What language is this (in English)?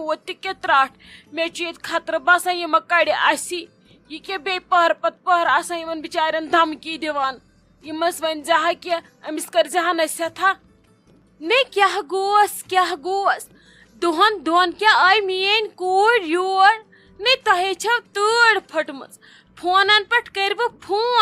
Kashmiri